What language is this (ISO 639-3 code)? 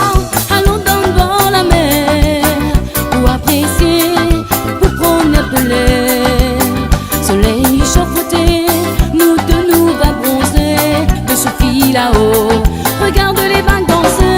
rcf